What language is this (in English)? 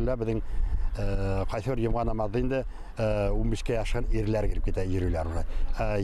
Bashkir